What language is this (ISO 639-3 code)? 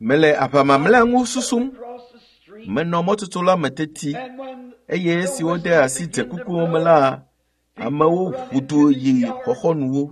ewe